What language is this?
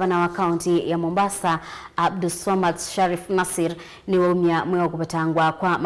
Kamba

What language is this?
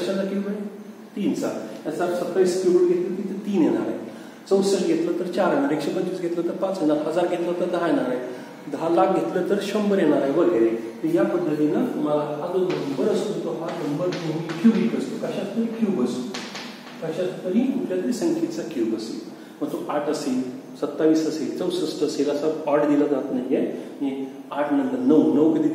Marathi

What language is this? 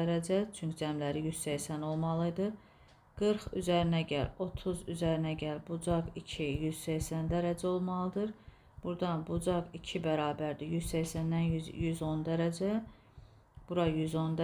Azerbaijani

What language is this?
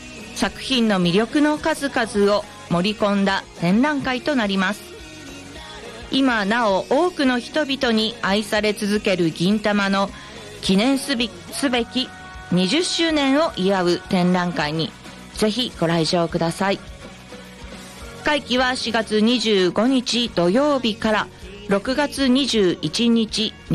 Japanese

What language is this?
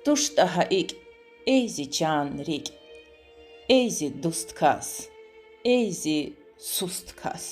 Lezghian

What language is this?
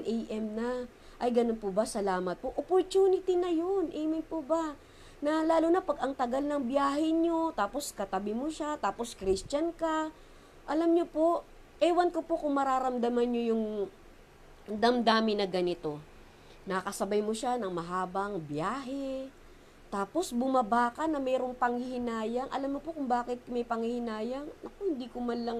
Filipino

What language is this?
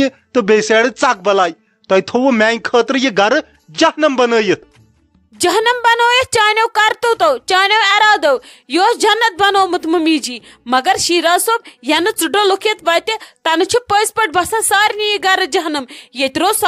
Kashmiri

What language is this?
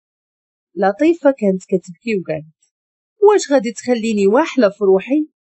Moroccan Arabic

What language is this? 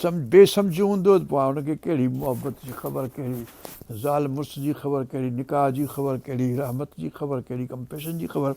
Sindhi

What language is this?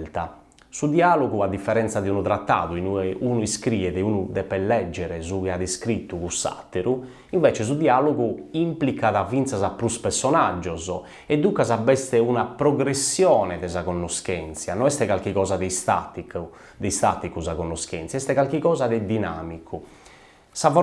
Sardinian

